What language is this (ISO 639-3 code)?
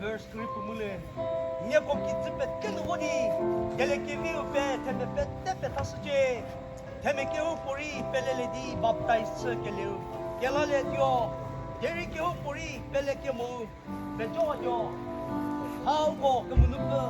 nri